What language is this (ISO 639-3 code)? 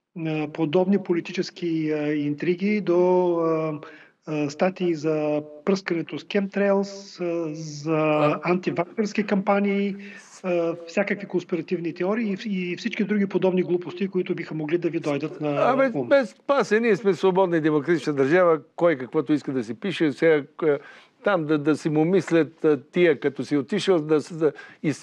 bul